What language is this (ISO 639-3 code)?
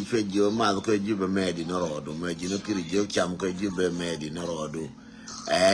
nus